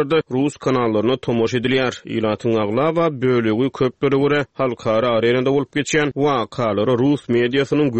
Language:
Turkmen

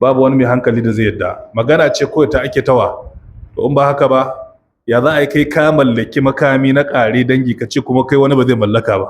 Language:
Hausa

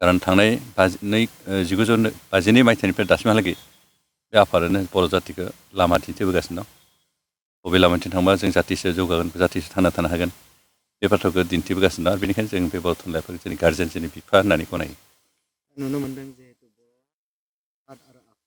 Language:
Bodo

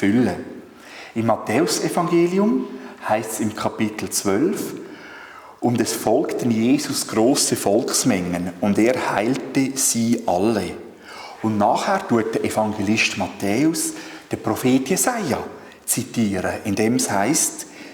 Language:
Swiss German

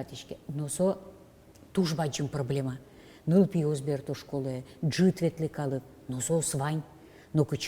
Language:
Udmurt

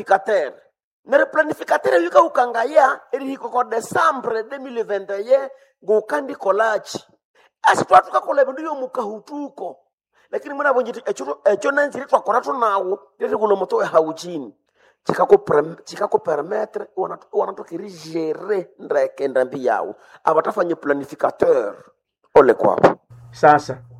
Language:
Nande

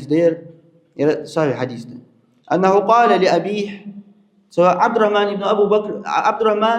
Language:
Ingush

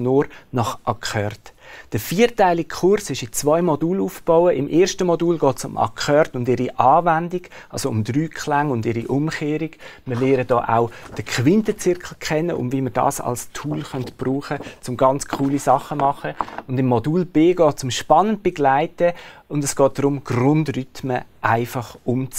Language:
Swiss German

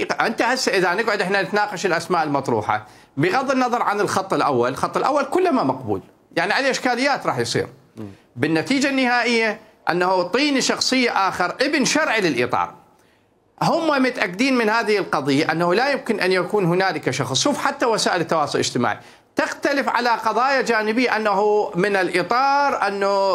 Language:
Mesopotamian Arabic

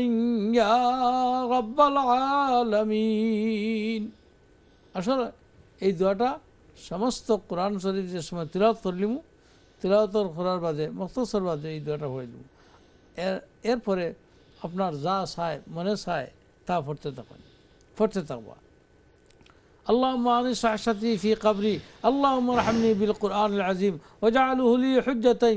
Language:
Bangla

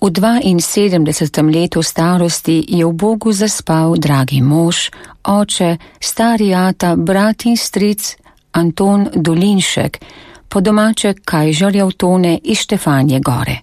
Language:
Slovenian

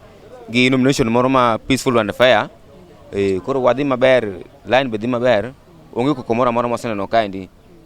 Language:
Luo (Kenya and Tanzania)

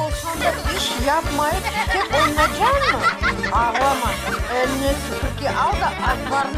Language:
Crimean Tatar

